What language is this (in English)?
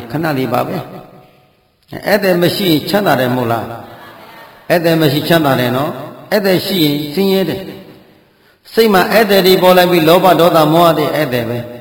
Burmese